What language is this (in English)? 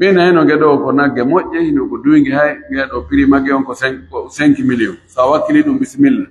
Pular